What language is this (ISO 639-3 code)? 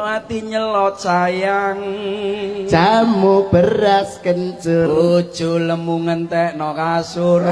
jav